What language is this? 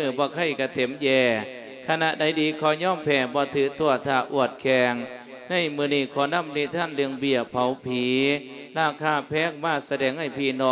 Lao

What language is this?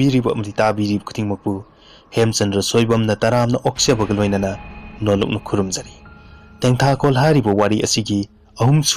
Manipuri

